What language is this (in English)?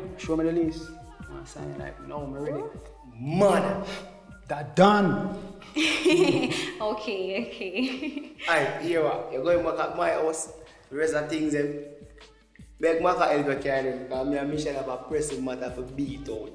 Jamaican Creole English